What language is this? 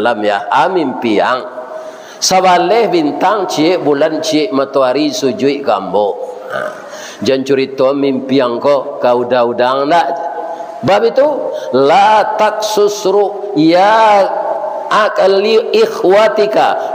Minangkabau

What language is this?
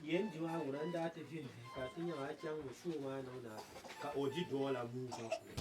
Dagbani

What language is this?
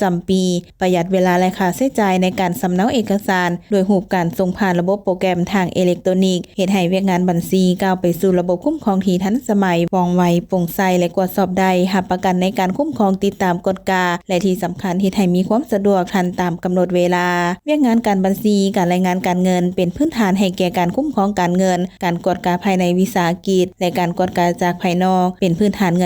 Lao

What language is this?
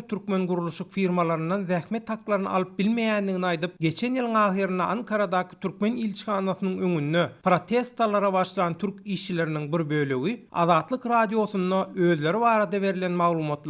Turkmen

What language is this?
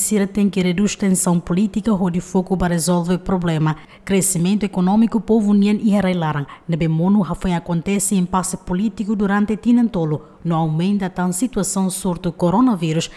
Tetum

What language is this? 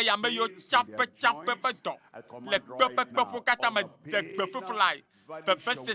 Ewe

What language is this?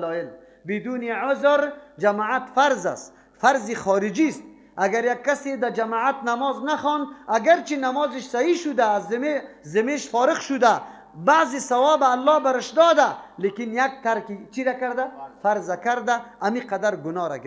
Persian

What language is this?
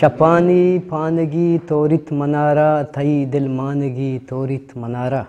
Eastern Balochi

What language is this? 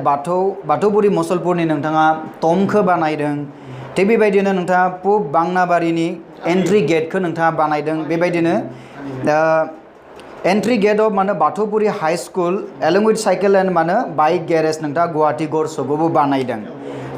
Bodo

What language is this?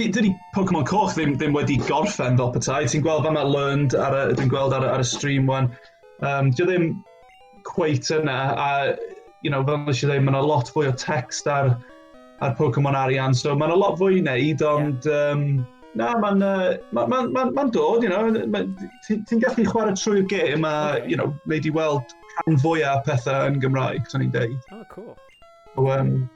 Welsh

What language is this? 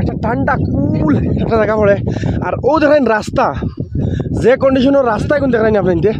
Sylheti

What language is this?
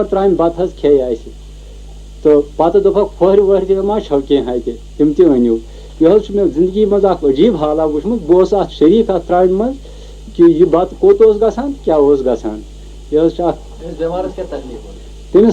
Kashmiri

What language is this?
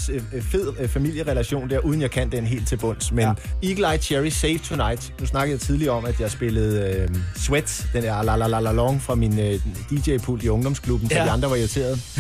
Danish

